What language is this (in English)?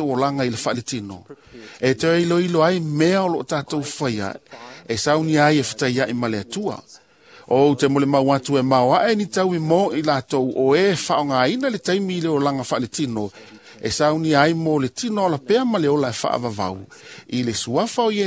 Samoan